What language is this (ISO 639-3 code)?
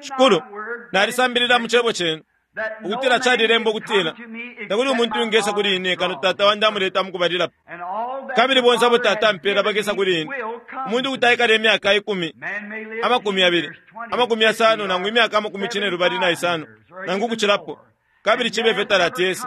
bem